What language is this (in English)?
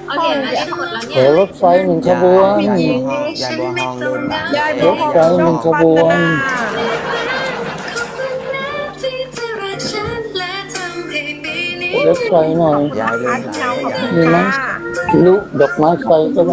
Thai